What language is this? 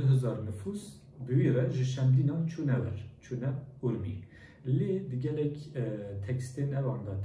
Kurdish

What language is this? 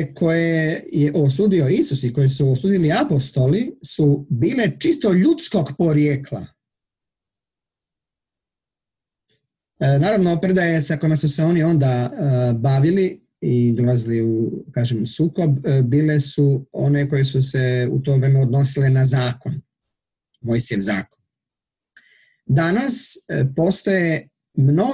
Croatian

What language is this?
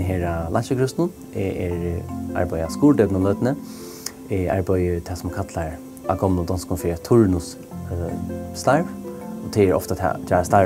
Faroese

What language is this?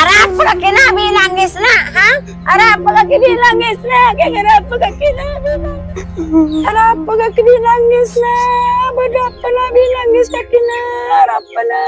Madurese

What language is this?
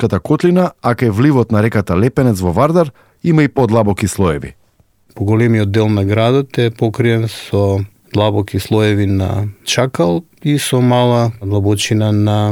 Macedonian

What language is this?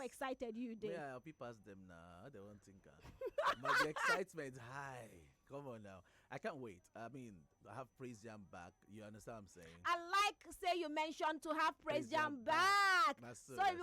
Nigerian Pidgin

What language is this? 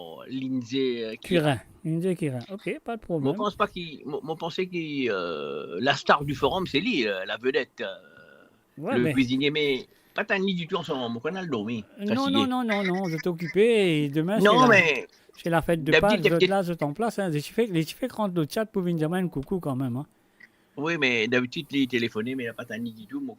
Morisyen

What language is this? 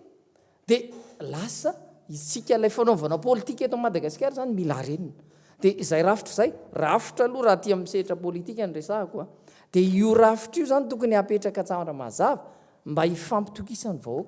Malagasy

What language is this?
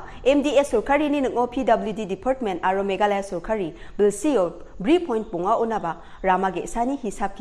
Garo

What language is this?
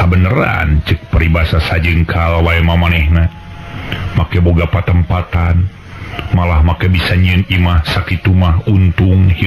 Sundanese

